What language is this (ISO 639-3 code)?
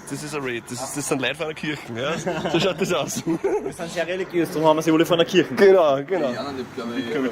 bar